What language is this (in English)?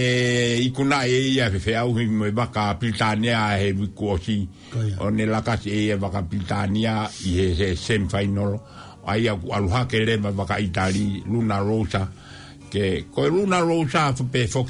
Tongan